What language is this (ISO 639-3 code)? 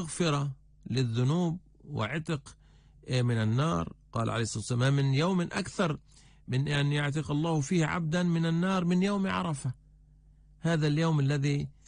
ara